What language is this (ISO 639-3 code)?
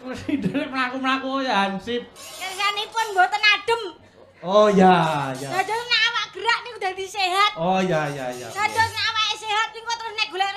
jav